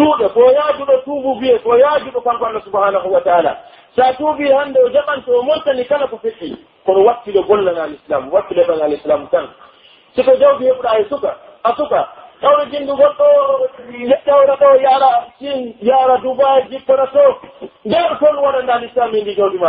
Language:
Pular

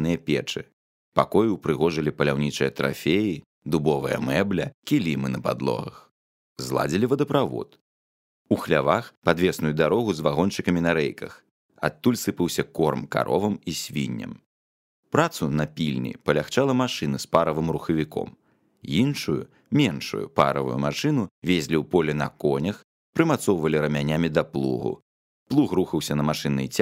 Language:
Belarusian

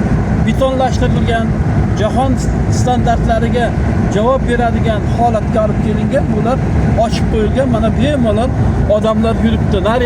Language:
Uzbek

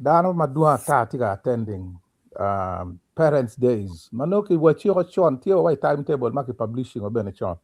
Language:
Acoli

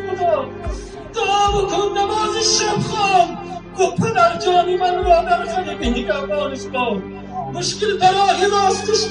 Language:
Tajik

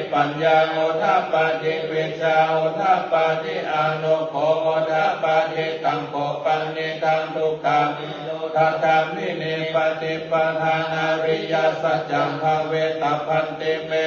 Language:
Pali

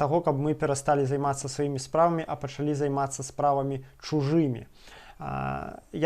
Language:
Belarusian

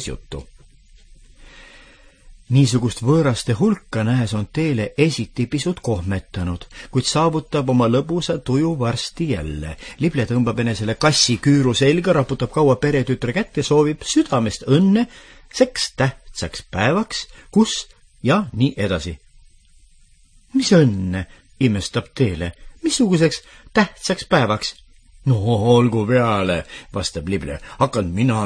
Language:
Estonian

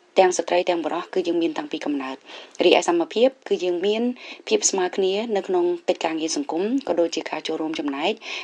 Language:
Khmer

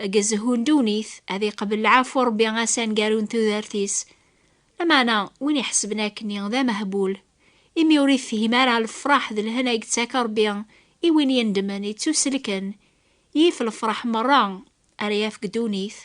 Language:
Kabyle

